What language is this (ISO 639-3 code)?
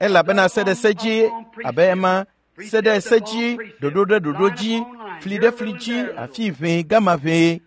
ewe